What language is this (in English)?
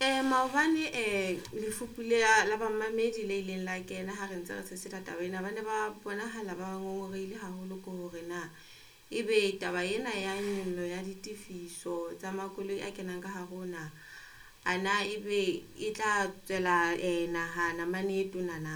Southern Sotho